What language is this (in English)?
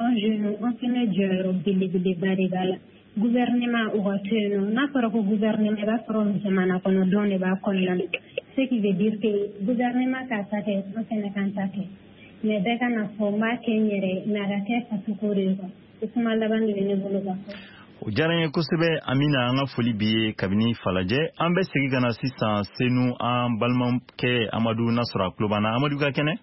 Bambara